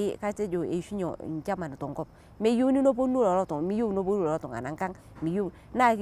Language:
Masai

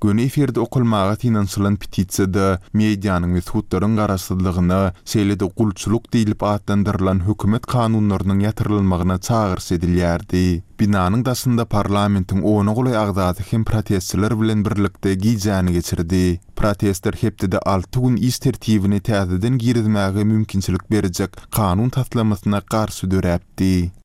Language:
Turkmen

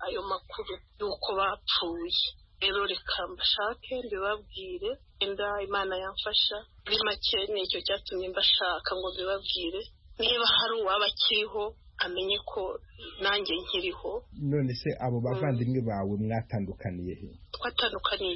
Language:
Kinyarwanda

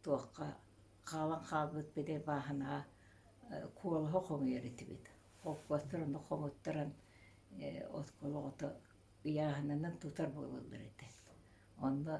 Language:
Yakut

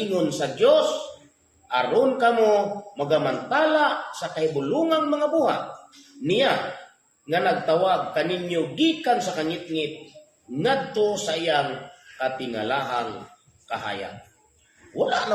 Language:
Cebuano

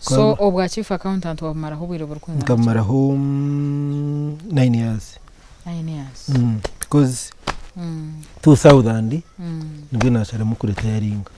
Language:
Nyankole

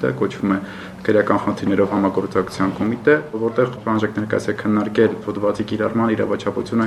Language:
Armenian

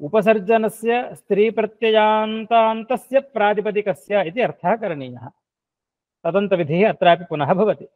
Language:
Sanskrit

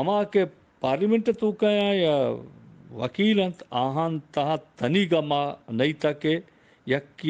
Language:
Eastern Balochi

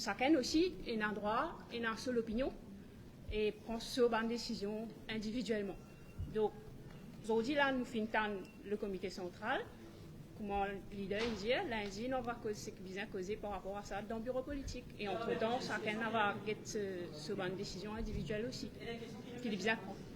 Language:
Morisyen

